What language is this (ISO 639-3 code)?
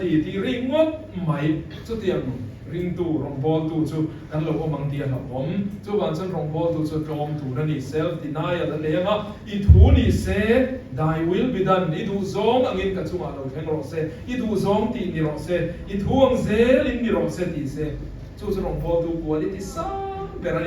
lus